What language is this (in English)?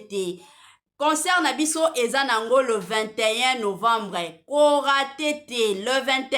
Lingala